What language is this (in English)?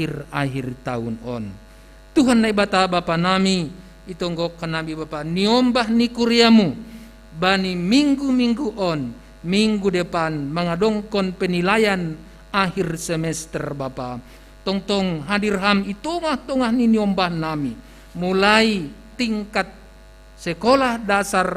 Batak Simalungun